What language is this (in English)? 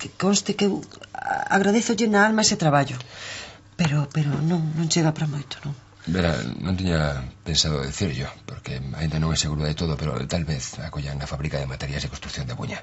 Galician